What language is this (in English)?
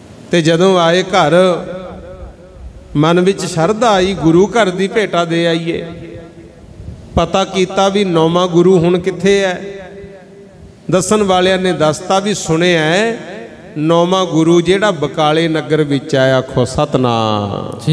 Punjabi